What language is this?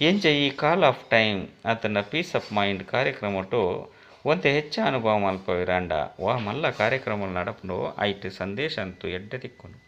Tulu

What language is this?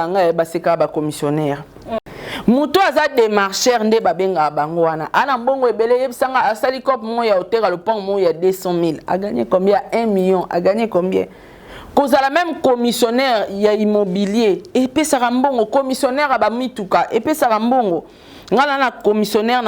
Lingala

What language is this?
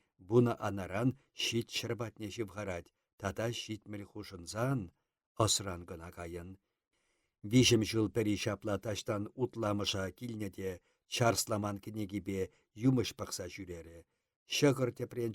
Chuvash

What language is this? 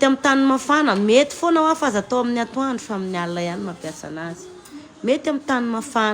Malagasy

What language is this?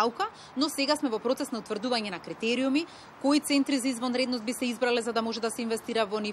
Macedonian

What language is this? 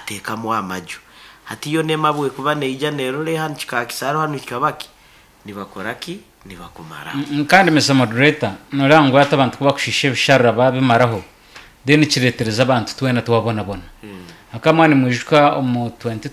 Nyankole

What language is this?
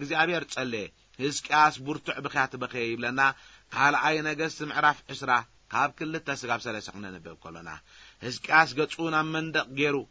Tigrinya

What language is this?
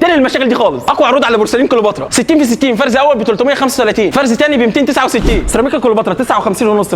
Egyptian Arabic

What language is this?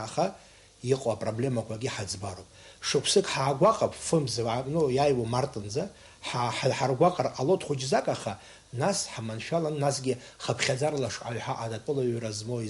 Abkhazian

